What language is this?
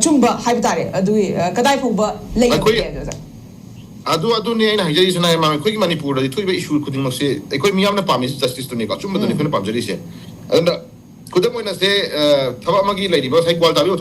Manipuri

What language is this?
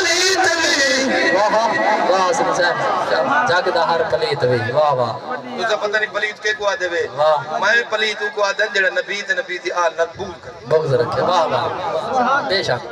Saraiki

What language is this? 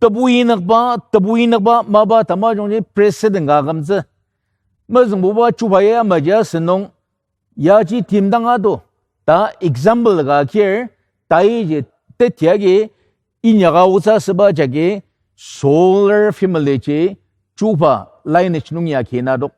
Ao Naga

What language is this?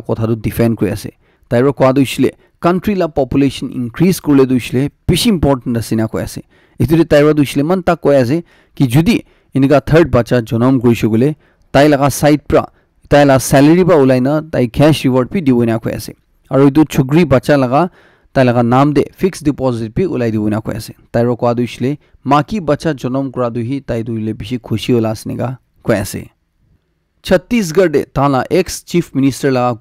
Naga Pidgin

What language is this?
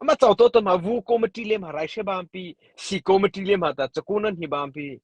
Mara Chin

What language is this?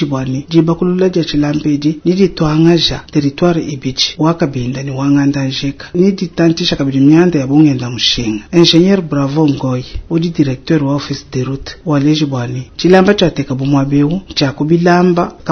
Luba-Lulua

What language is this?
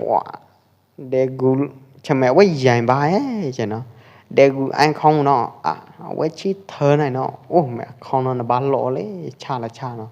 Pwo Eastern Karen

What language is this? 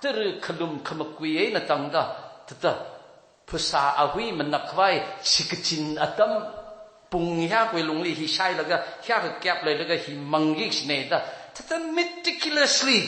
Tangkhul Naga (India)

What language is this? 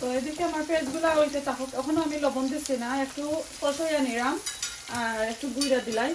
Sylheti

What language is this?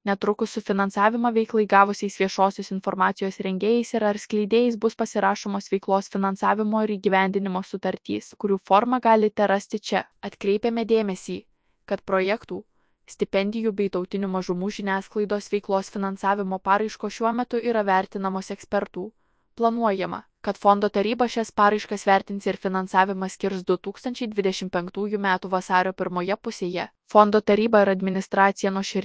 Lithuanian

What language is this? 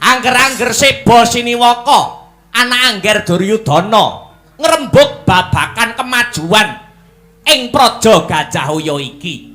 Javanese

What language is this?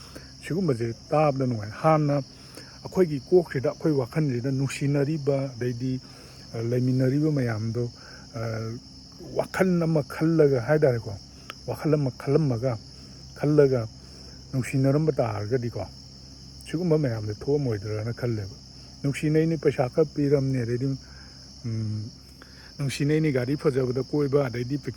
Manipuri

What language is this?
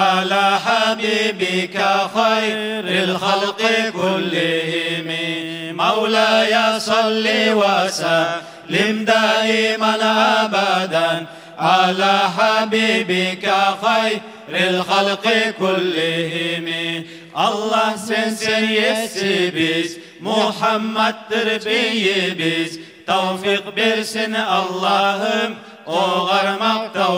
Kumyk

